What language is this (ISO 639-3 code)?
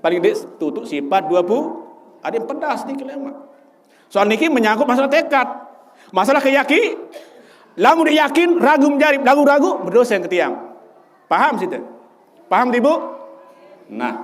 sas